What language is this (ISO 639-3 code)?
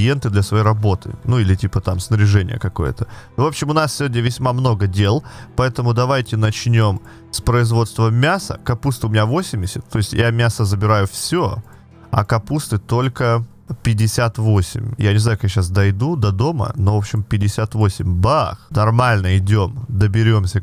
rus